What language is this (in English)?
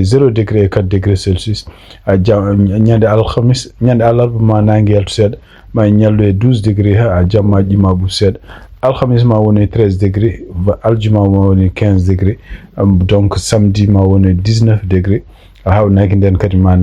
Fula